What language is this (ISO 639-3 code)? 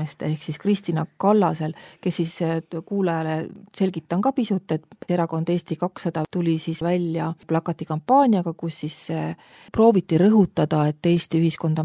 est